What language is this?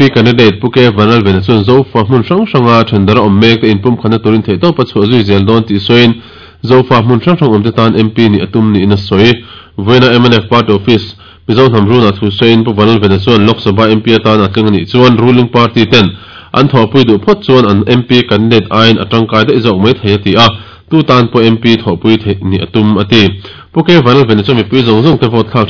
Mizo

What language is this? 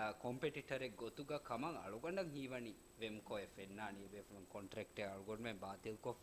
Divehi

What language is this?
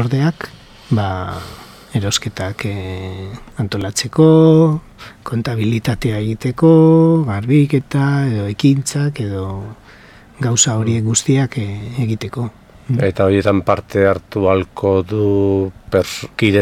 Basque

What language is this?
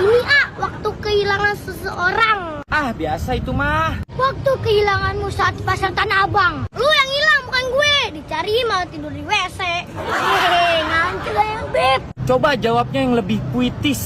Betawi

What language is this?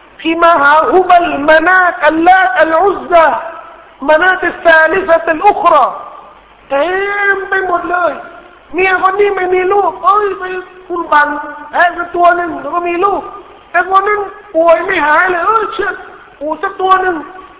Thai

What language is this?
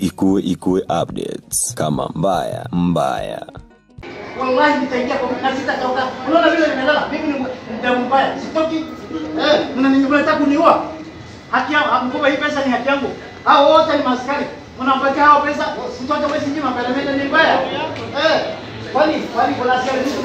Swahili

